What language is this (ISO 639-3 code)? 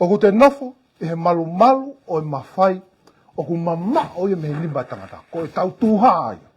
ton